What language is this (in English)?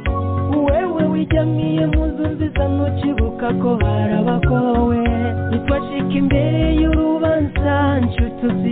Kinyarwanda